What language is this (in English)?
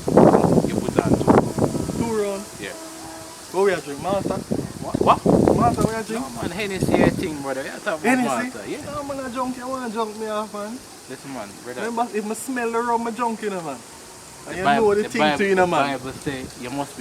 Jamaican Creole English